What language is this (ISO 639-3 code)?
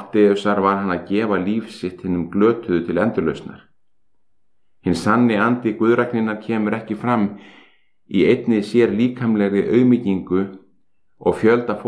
isl